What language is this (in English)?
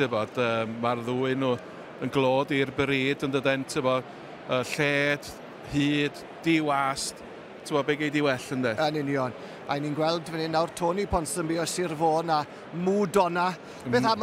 Welsh